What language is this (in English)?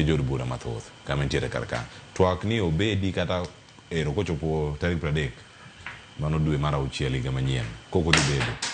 Luo (Kenya and Tanzania)